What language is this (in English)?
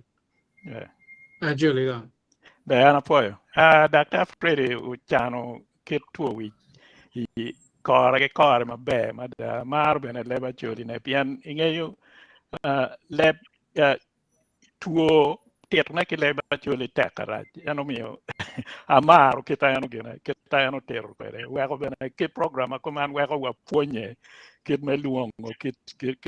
Acoli